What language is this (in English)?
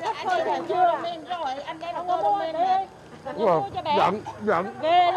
Vietnamese